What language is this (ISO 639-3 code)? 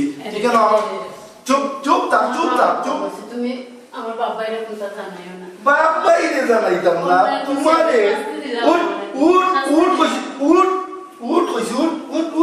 syl